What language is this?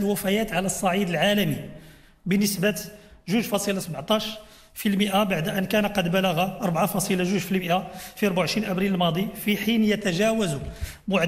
Arabic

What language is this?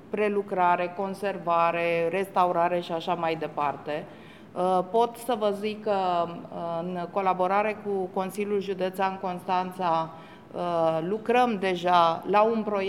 Romanian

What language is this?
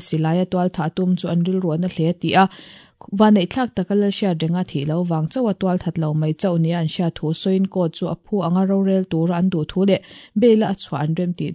Mizo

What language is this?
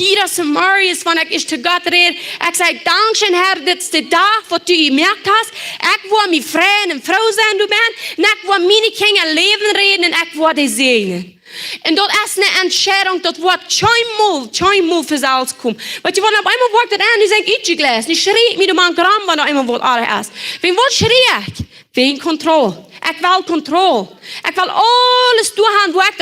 Plautdietsch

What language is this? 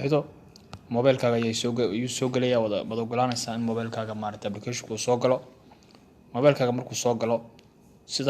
Somali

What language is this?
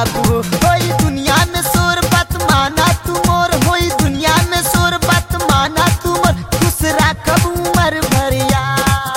Bhojpuri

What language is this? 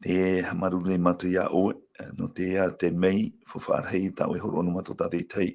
Tahitian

